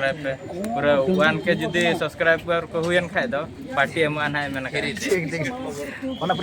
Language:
Santali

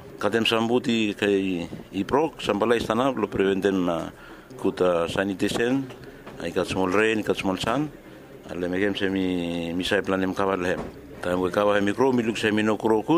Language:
Bislama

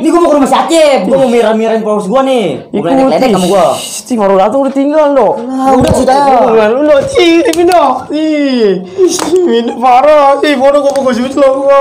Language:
Betawi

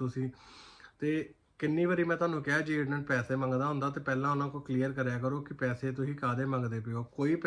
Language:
Punjabi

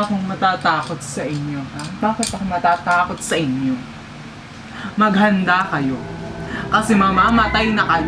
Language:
Filipino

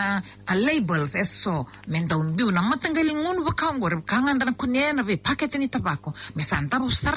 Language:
Fijian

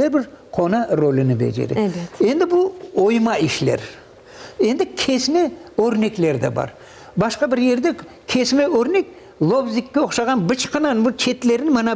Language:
Crimean Tatar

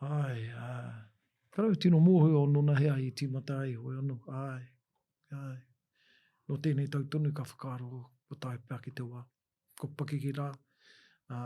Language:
Māori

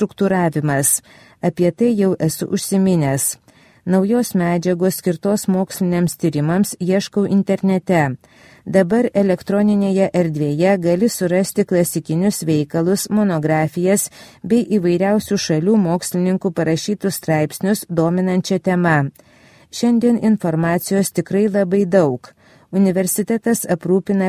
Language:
Lithuanian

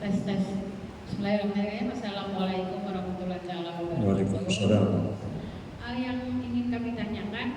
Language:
Banjar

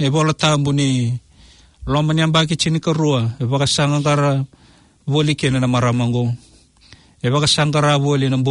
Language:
Fijian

